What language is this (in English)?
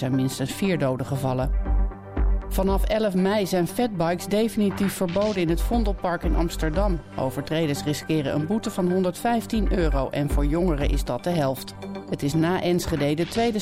Dutch